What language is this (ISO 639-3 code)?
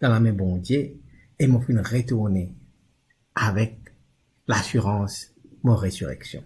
mfe